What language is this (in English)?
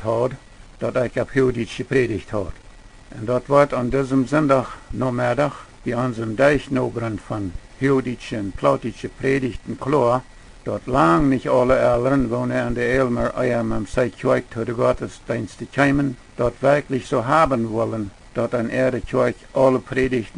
Plautdietsch